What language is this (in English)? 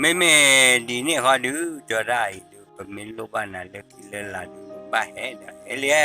S'gaw Karen